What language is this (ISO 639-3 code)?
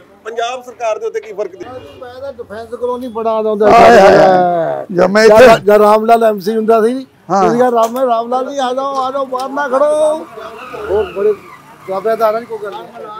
pan